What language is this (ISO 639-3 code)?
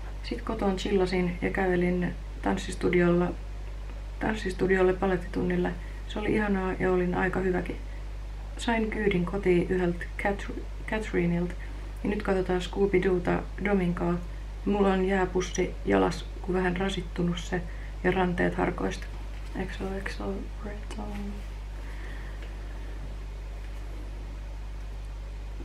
fin